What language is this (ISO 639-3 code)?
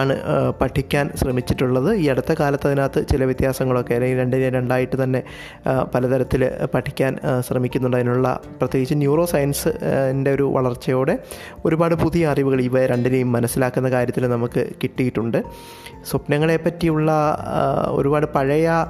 mal